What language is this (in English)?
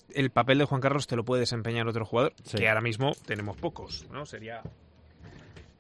Spanish